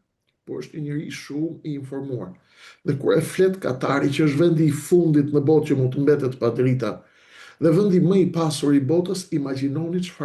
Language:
Albanian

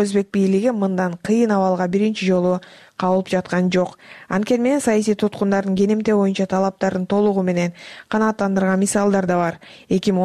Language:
Kyrgyz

